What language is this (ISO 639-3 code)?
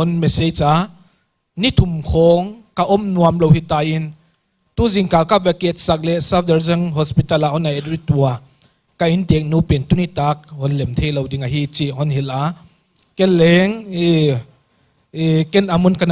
pck